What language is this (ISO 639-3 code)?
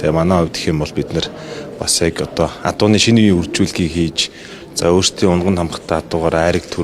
mon